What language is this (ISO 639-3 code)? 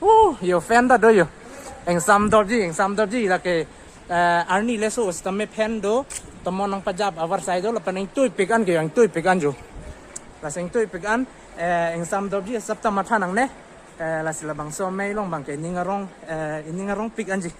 mjw